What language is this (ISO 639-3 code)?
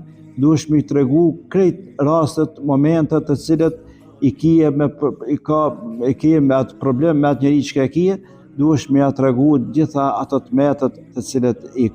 sqi